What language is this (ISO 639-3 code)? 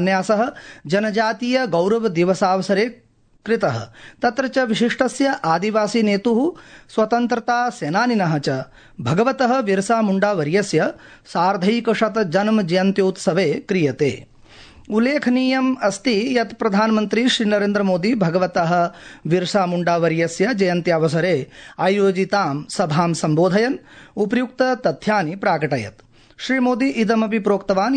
san